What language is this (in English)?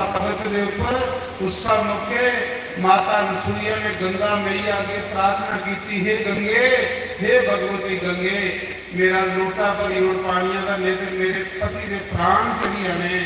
Dogri